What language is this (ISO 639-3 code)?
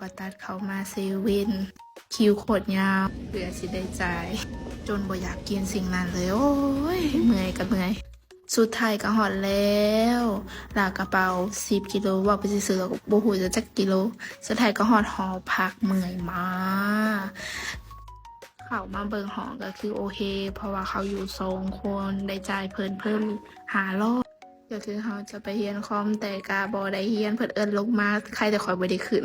lao